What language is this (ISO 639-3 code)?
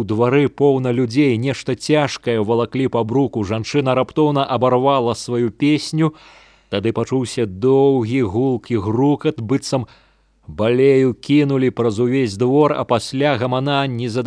bel